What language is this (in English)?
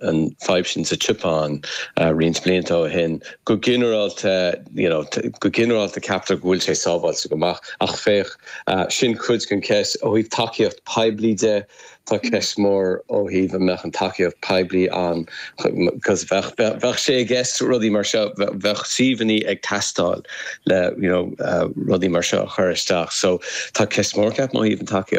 Irish